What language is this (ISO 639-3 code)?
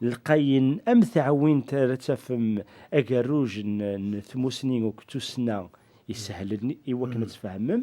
kab